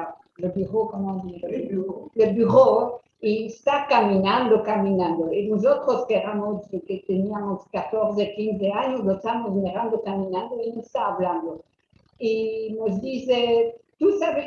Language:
Ladino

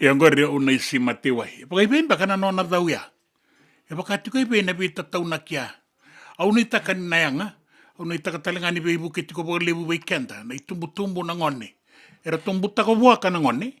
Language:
Fijian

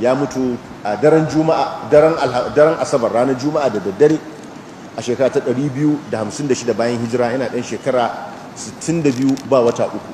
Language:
Hausa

